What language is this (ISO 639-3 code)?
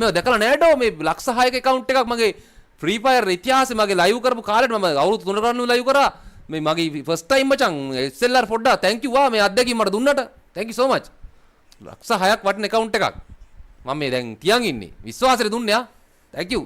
sin